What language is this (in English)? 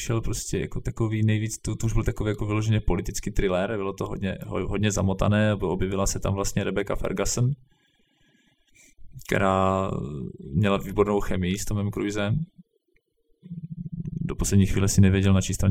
Czech